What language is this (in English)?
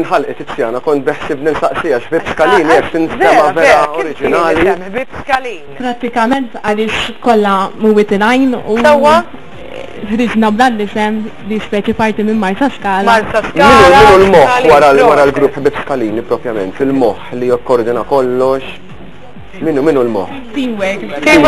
Maltese